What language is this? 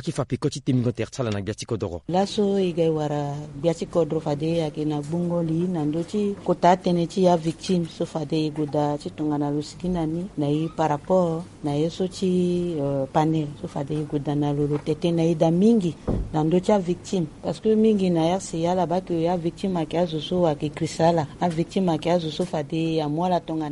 Sango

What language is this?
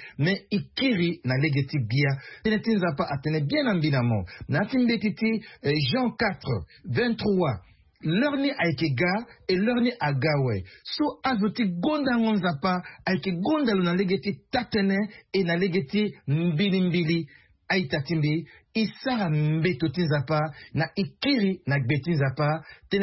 Sango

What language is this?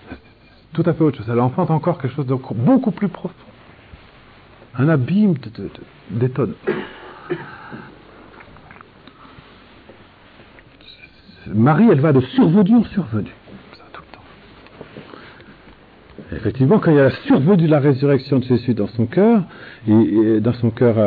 French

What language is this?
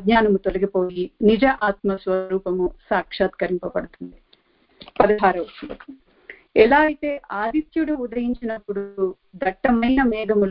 Telugu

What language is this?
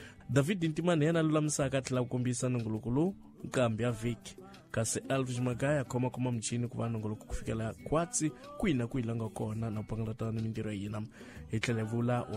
Tsonga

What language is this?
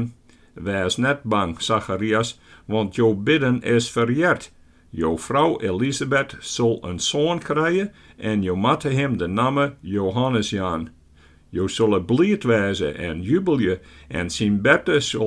Western Frisian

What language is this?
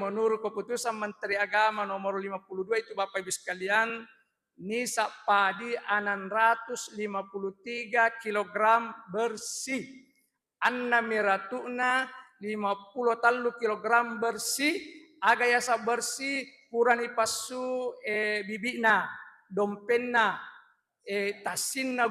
Buginese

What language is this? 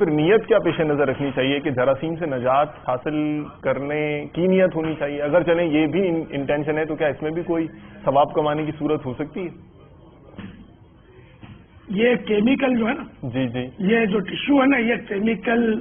Urdu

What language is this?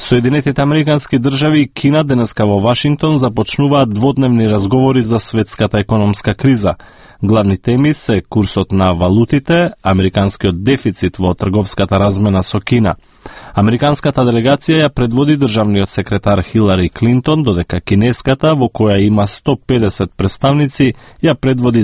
Macedonian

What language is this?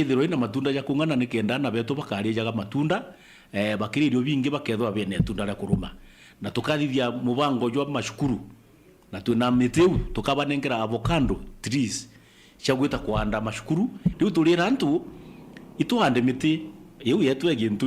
Meru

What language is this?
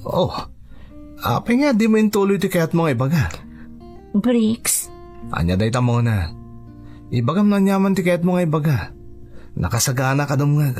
Iloko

